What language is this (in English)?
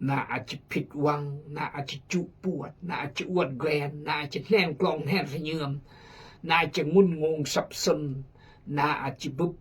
Khmu